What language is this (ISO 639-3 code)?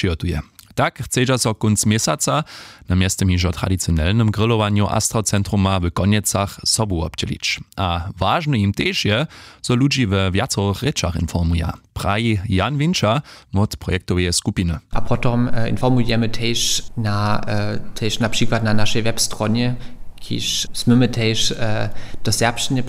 hsb